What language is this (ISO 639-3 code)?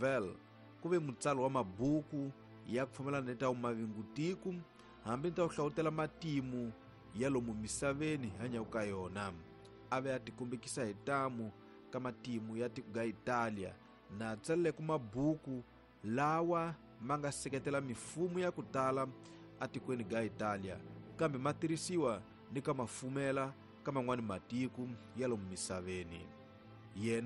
tso